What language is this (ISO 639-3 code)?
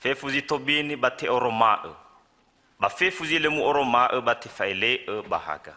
nia